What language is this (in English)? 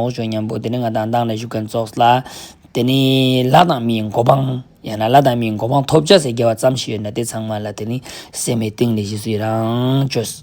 Ladakhi